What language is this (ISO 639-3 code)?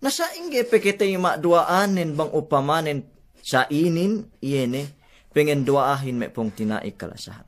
yka